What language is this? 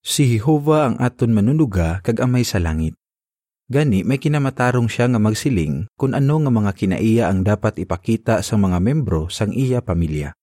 Hiligaynon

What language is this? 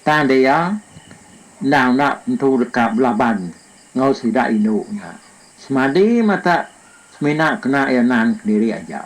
Iban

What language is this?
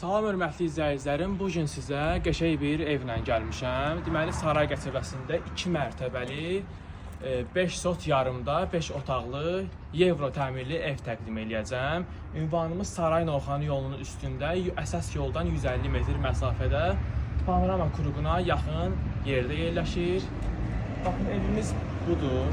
Azerbaijani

